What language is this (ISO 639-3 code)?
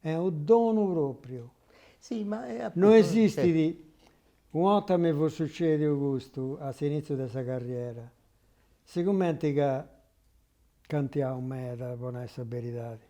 srd